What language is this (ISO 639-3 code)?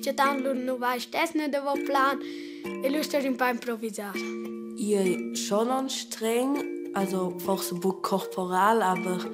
roh